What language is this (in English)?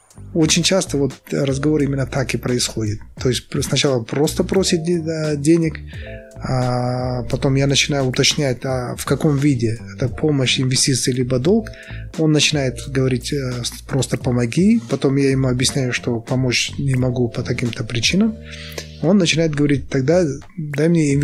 Russian